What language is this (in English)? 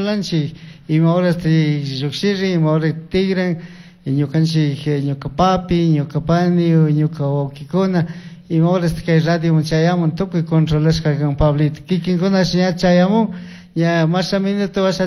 Chimborazo Highland Quichua